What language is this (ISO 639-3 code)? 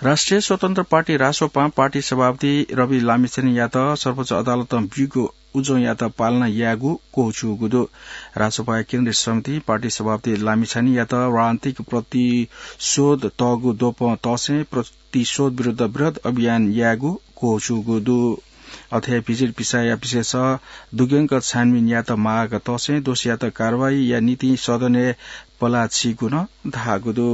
new